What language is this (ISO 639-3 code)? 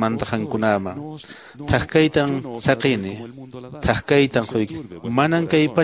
que